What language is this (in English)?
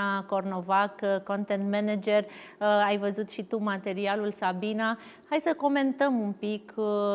Romanian